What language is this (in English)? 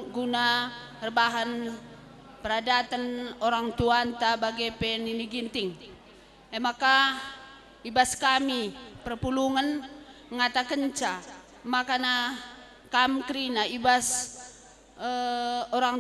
Batak Karo